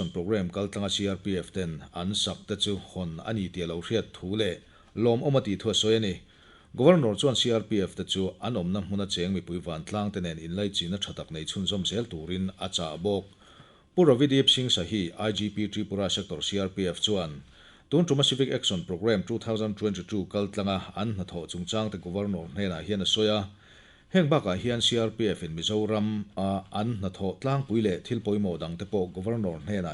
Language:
Mizo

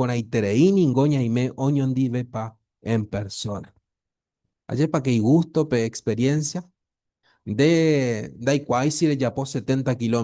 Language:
Guarani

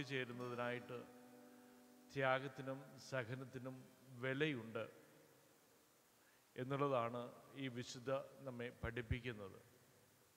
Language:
Malayalam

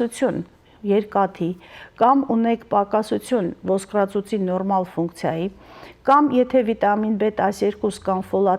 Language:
Western Armenian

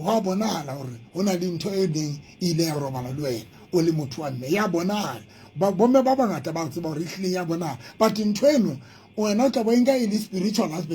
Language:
Southern Sotho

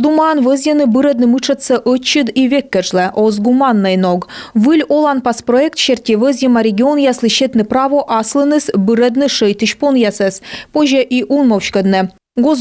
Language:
Komi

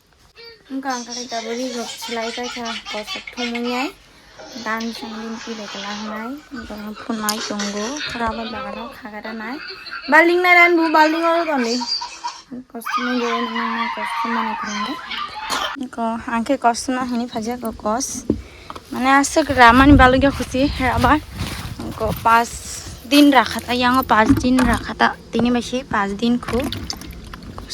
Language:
Kok Borok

